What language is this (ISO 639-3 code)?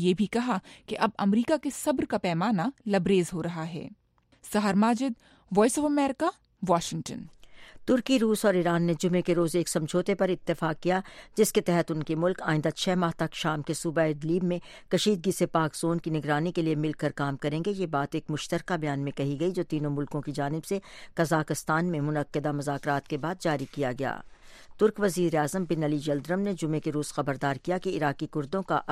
urd